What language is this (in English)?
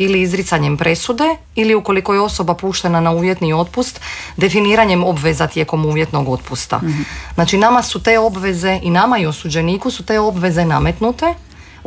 Croatian